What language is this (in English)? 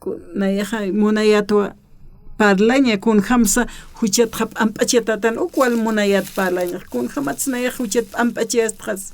Aymara